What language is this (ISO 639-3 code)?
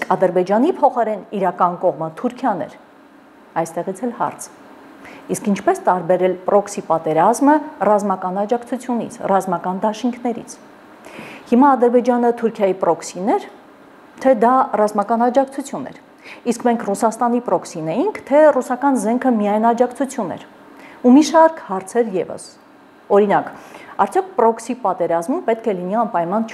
hye